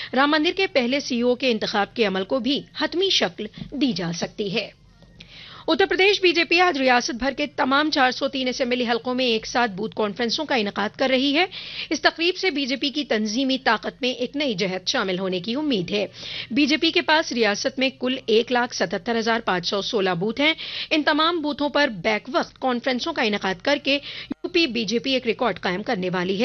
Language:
Urdu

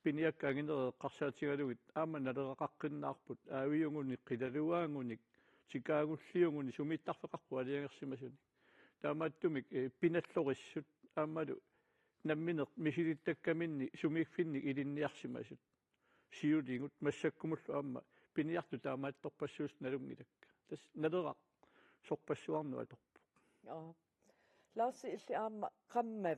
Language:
Kalaallisut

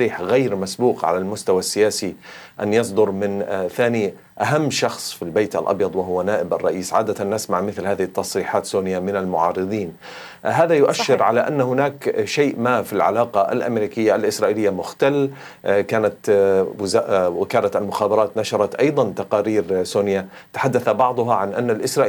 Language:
Arabic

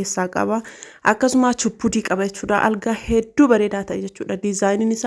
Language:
Oromo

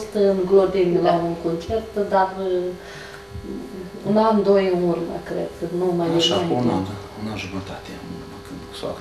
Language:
Romanian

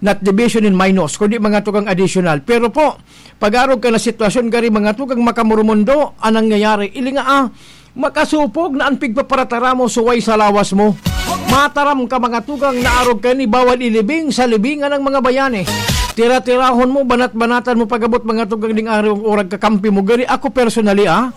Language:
Bikol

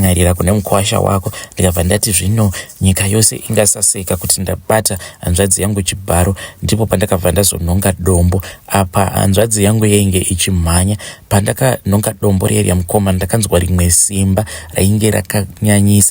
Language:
Shona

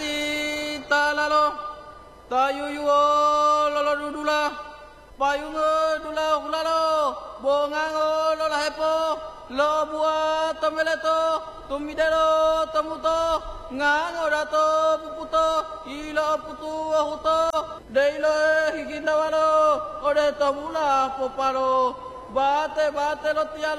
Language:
Gorontalo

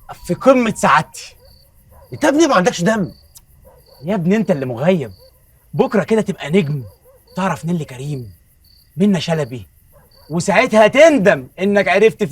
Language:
Egyptian Arabic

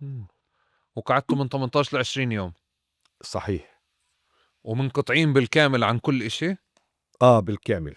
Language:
North Levantine Arabic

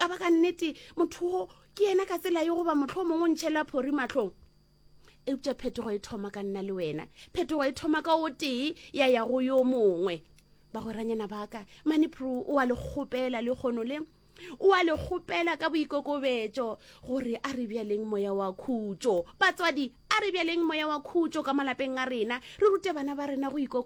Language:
Northern Sotho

